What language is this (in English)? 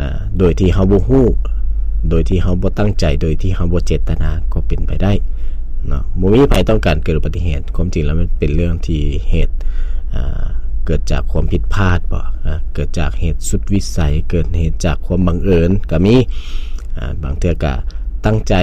Lao